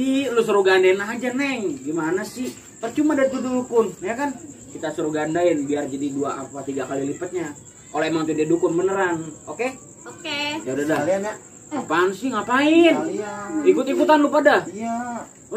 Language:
Betawi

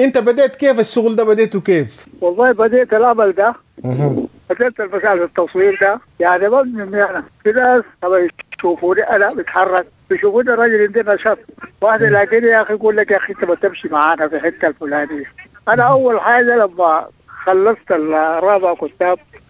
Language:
Sudanese Arabic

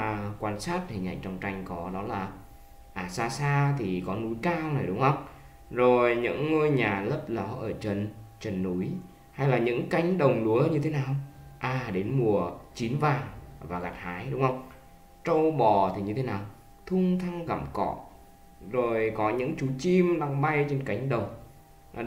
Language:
Vietnamese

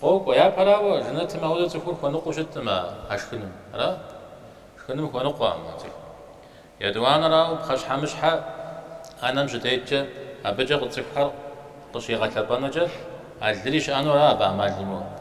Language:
Kabardian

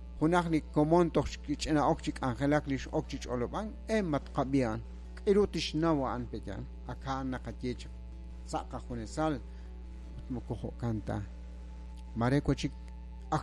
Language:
Kekchí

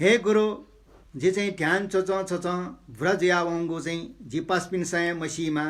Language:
Newari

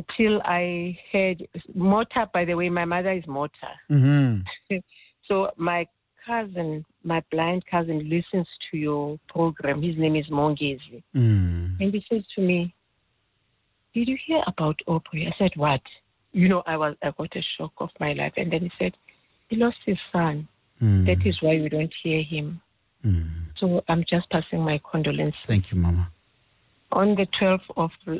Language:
English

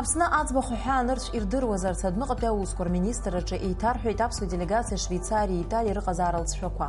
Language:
Abkhazian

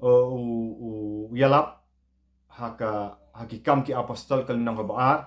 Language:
Khasi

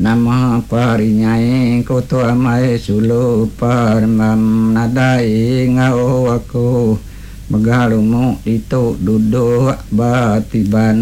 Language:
Iban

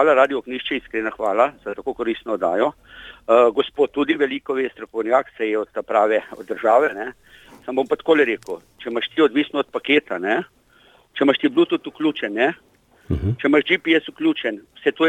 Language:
Slovenian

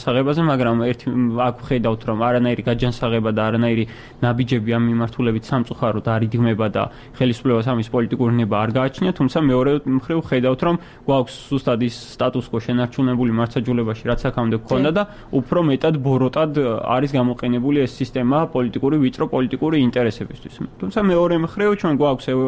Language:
Georgian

